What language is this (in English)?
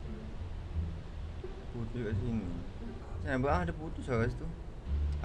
Malay